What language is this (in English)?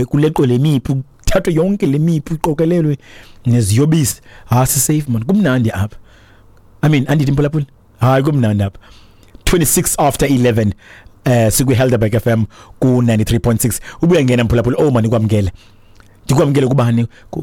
Xhosa